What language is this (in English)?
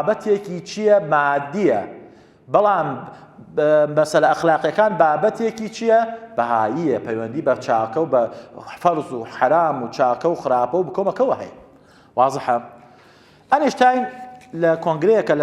Central Kurdish